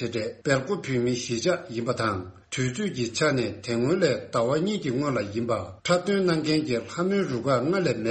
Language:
Tibetan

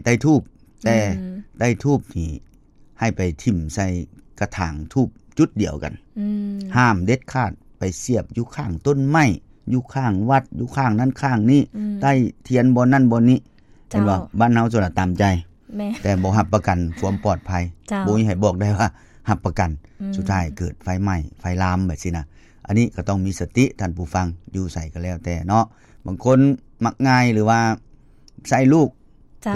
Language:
Lao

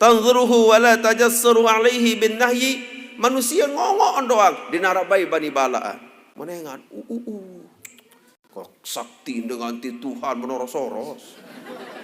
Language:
Sasak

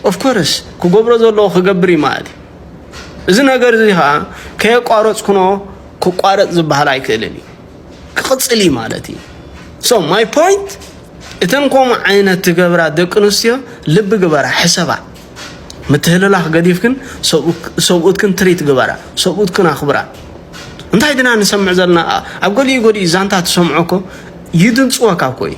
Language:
Tigrinya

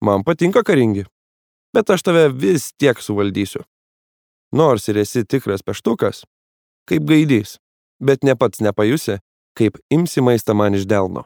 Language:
Lithuanian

